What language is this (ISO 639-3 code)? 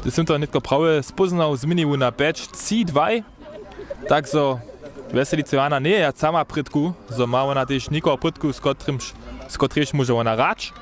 hsb